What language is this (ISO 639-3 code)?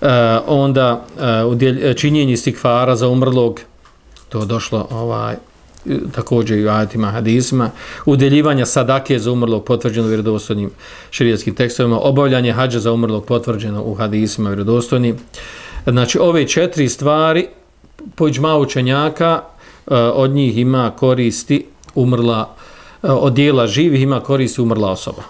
bos